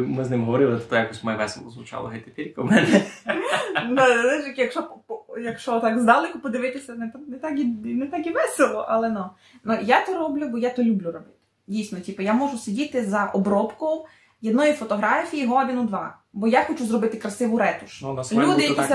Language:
Rusyn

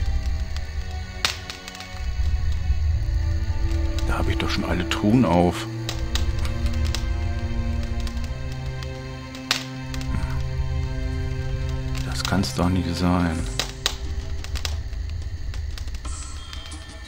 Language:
German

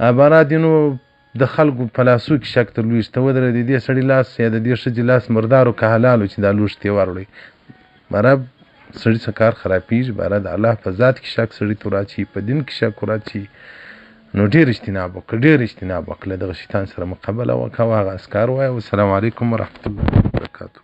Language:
Pashto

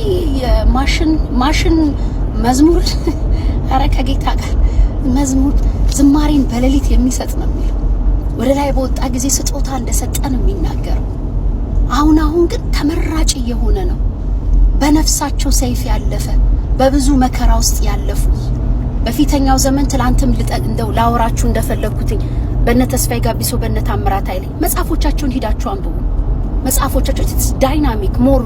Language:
Amharic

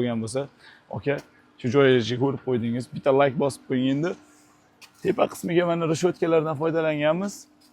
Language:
Uzbek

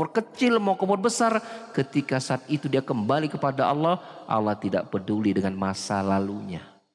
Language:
Indonesian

